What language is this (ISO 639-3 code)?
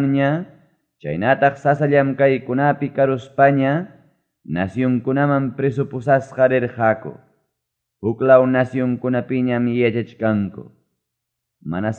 quy